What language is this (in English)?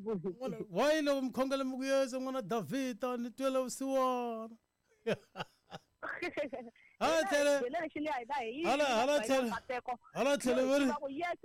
Tsonga